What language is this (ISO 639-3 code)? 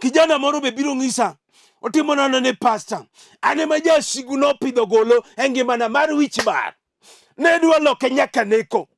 luo